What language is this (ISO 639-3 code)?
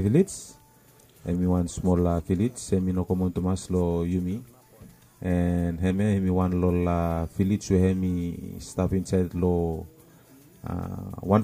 bis